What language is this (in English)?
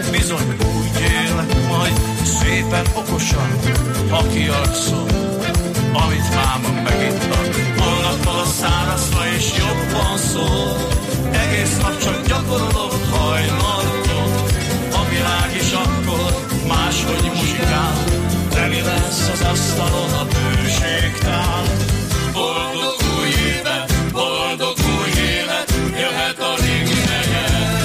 Hungarian